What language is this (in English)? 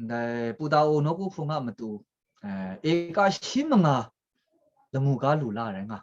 Kachin